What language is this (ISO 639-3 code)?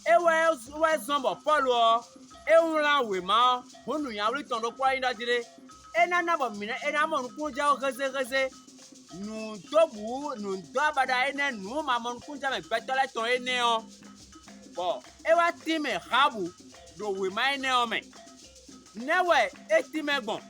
fon